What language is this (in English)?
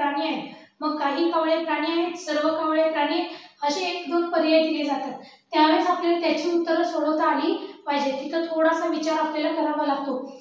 Marathi